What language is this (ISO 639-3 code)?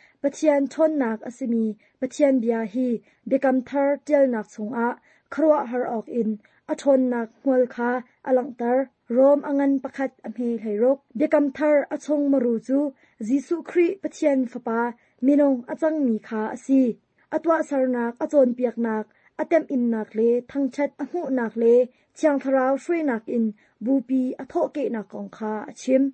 cnh